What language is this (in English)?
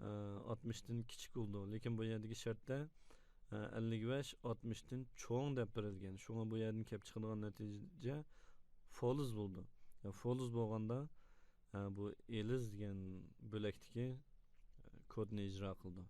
Uyghur